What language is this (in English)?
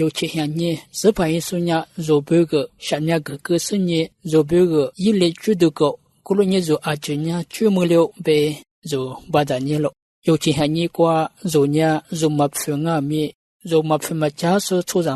Lisu